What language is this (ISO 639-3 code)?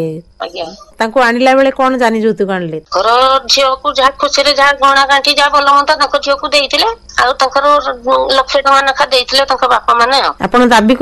ori